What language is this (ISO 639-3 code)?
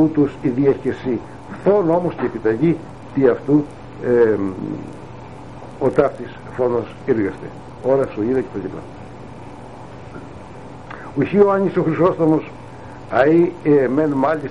ell